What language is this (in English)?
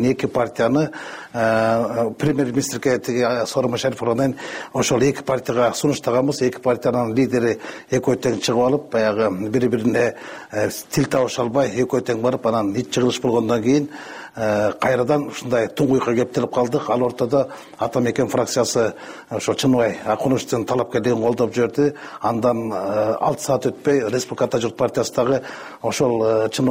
Kyrgyz